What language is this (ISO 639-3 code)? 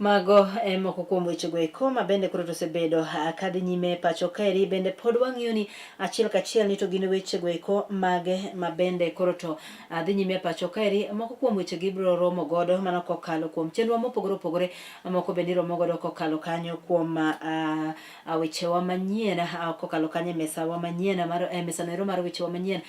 luo